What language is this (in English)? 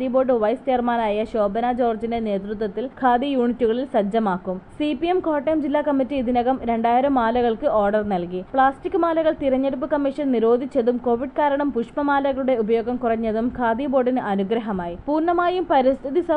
Malayalam